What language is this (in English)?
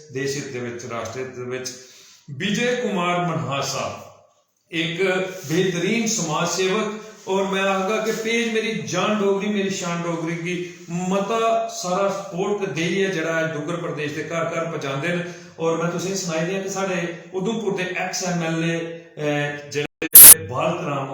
Dogri